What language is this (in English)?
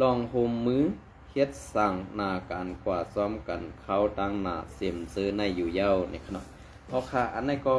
Shan